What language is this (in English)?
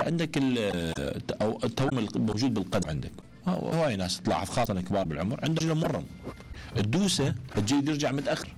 Mesopotamian Arabic